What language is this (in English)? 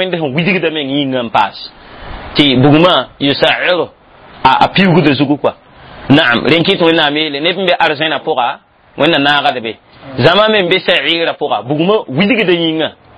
Mossi